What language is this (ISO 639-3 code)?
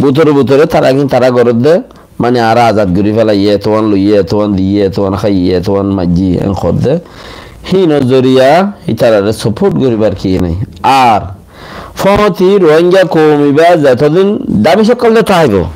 rhg